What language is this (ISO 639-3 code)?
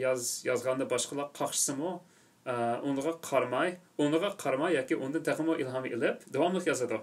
uig